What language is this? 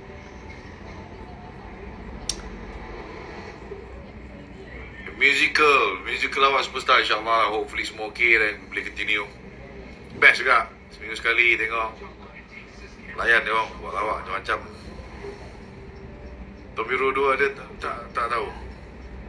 Malay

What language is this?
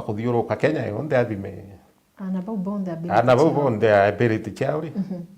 Meru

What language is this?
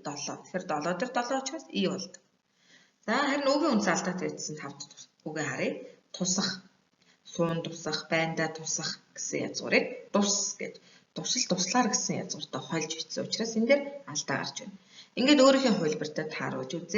Mongolian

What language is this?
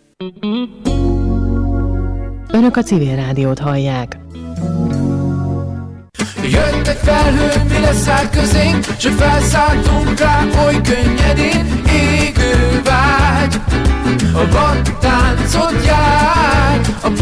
Hungarian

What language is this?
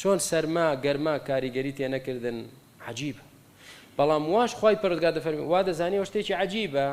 Central Kurdish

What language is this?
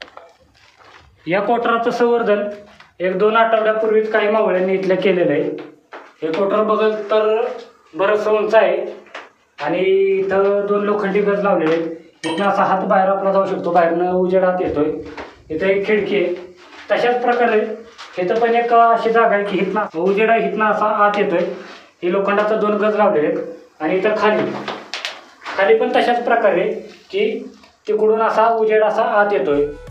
Marathi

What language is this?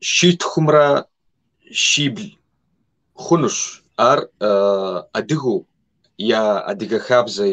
Kabardian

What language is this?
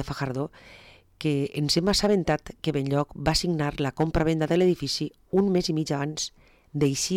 Catalan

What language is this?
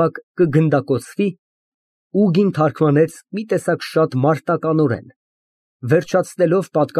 Armenian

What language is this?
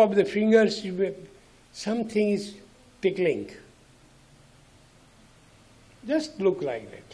Hindi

